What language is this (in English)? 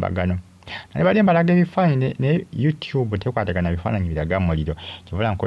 Ganda